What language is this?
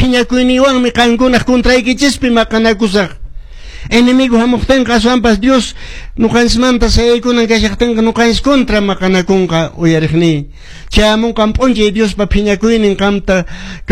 Quechua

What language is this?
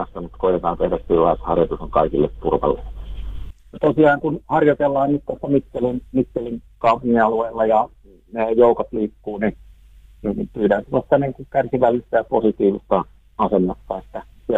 Finnish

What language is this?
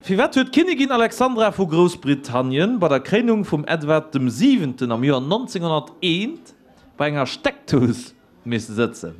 Luxembourgish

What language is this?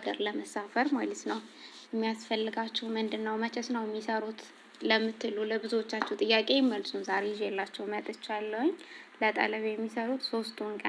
Amharic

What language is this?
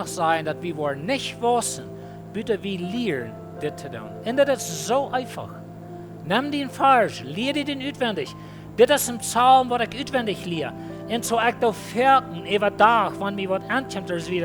Plautdietsch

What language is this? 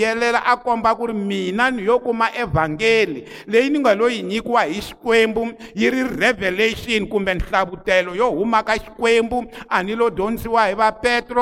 Tsonga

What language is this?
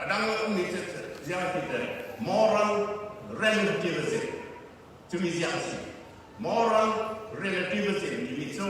Falam Chin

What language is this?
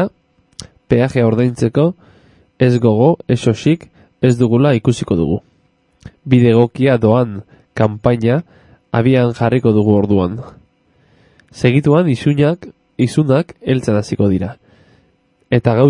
Basque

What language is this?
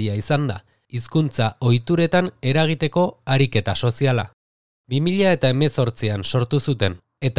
Basque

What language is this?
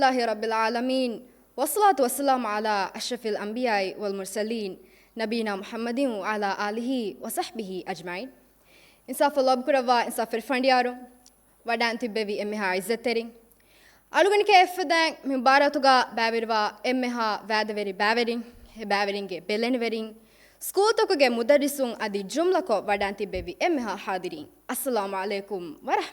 Divehi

